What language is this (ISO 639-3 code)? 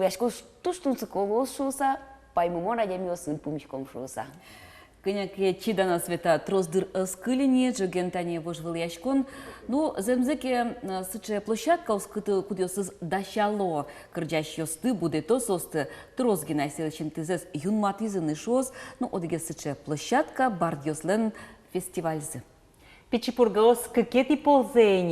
udm